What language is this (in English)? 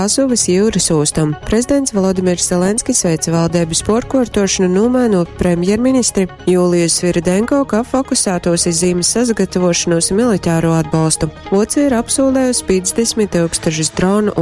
Latgalian